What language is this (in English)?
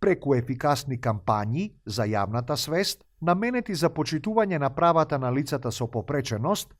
Macedonian